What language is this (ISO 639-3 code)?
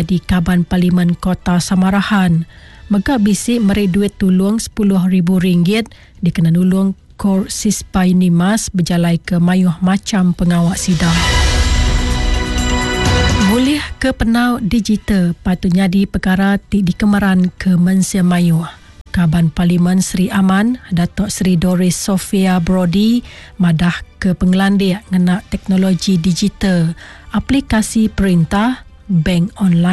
iba